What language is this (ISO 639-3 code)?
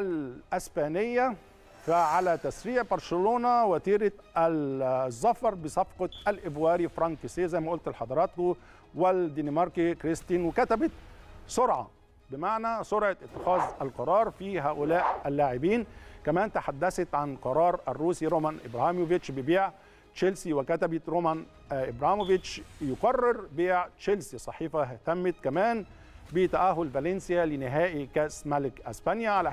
arz